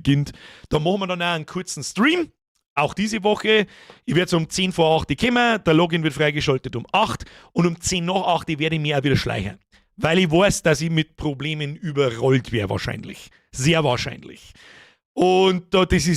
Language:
Bavarian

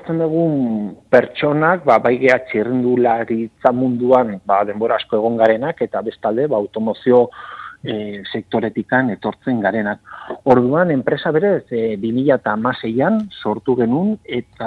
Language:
Basque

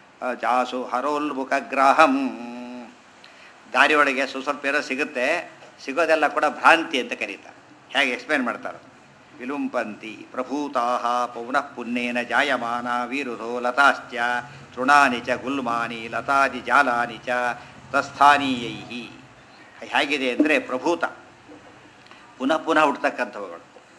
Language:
Kannada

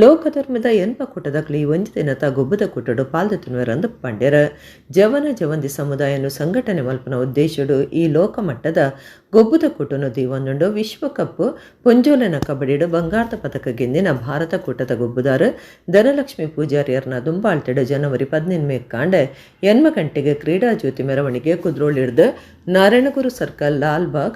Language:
Tulu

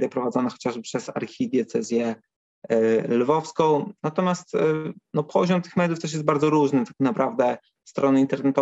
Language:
Polish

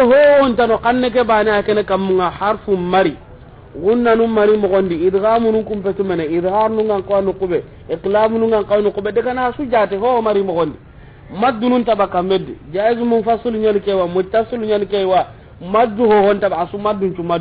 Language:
Soninke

